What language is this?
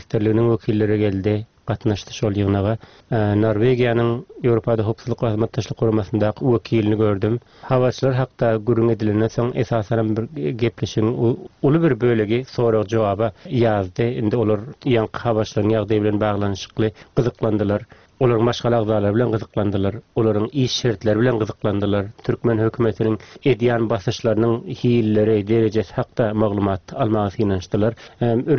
Turkmen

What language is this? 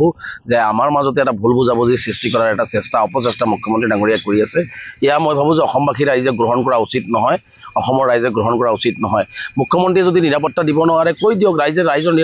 Assamese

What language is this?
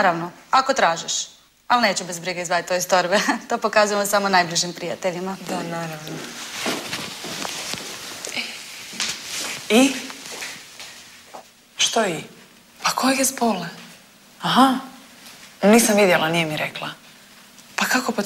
Croatian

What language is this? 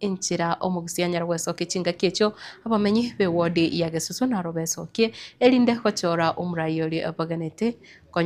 Gusii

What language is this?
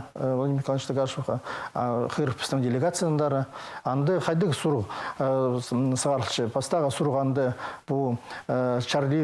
Khakas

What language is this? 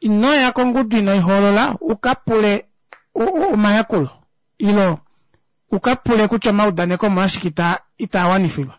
Kuanyama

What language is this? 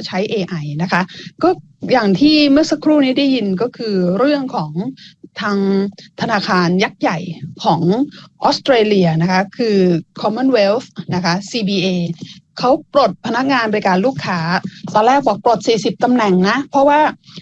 Thai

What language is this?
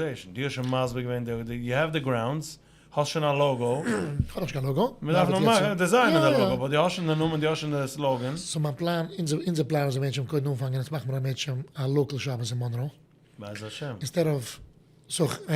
Yiddish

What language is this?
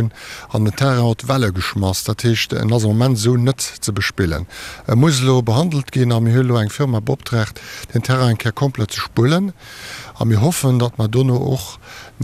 Luxembourgish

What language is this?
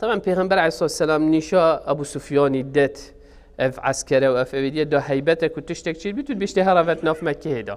Kurdish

